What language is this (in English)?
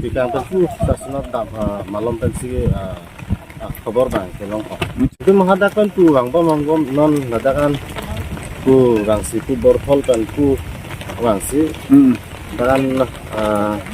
Karbi